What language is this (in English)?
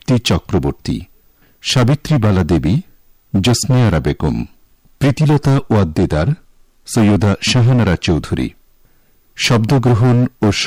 Bangla